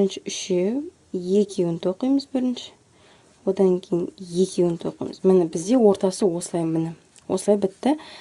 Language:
Kazakh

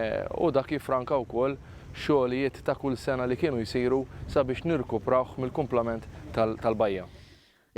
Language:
Maltese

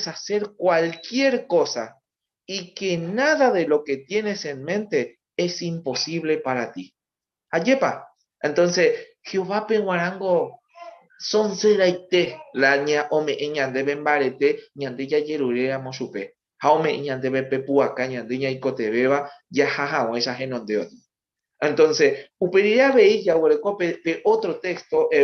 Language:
Guarani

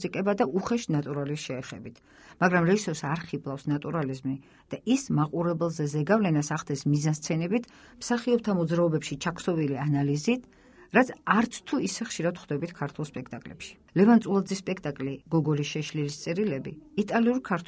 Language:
Georgian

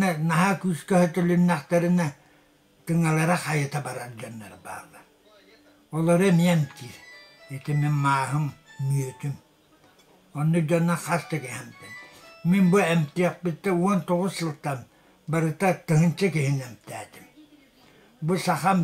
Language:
Yakut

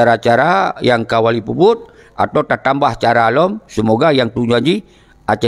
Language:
Achinese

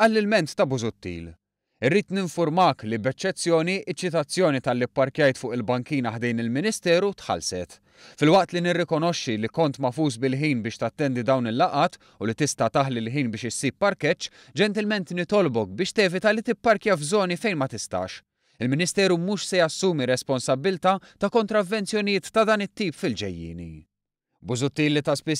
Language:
Maltese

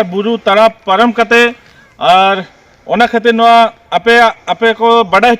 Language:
Santali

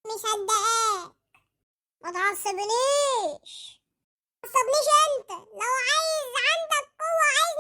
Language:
Egyptian Arabic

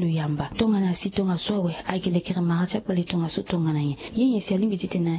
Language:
Sango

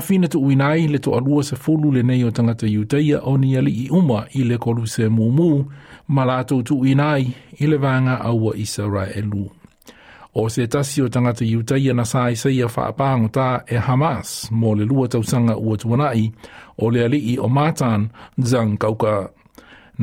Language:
Samoan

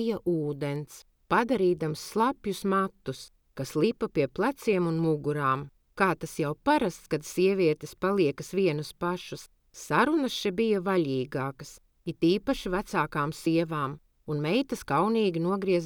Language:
Latvian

